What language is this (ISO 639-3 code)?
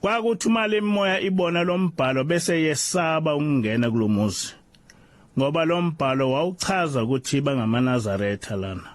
zul